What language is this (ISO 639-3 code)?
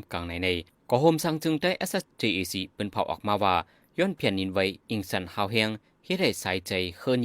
shn